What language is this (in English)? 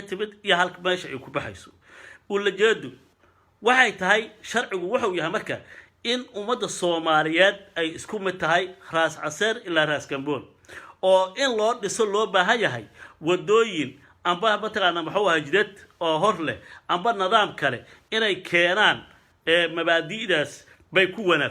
Somali